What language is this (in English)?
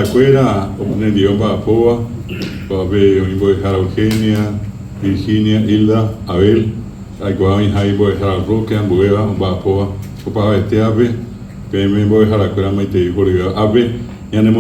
Guarani